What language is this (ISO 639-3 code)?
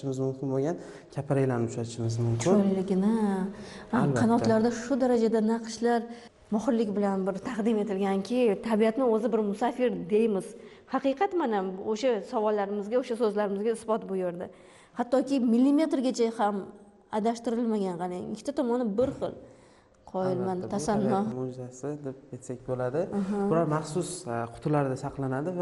uzb